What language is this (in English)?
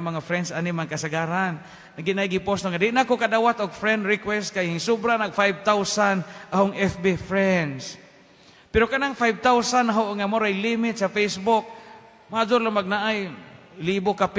Cebuano